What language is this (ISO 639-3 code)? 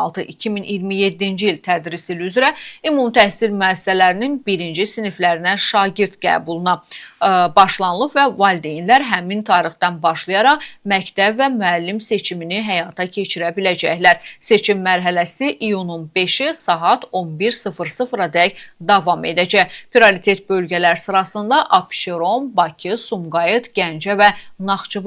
aze